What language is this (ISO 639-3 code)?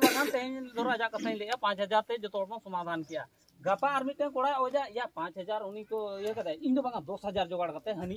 sat